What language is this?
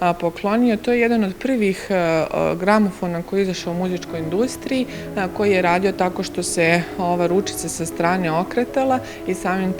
Bosnian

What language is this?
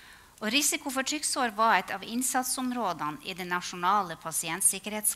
Norwegian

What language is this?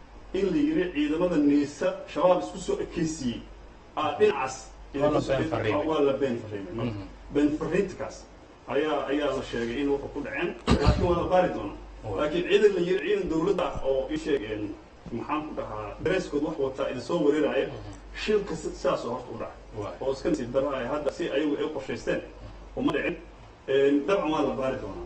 Somali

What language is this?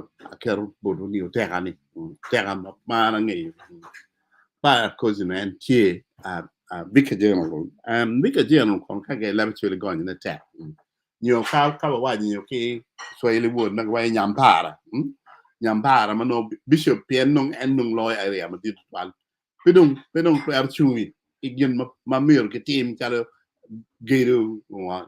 Acoli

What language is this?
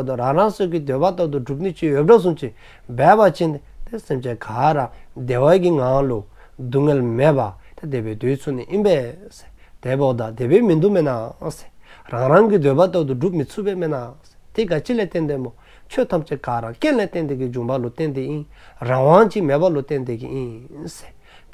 Dzongkha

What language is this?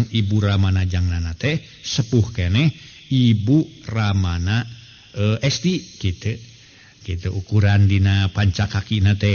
Sundanese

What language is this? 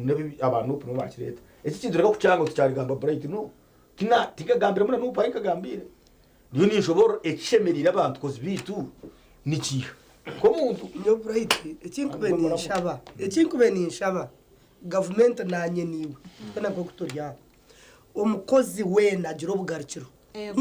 Nyankole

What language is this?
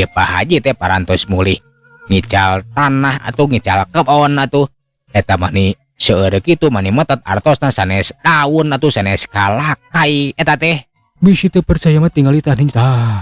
Sundanese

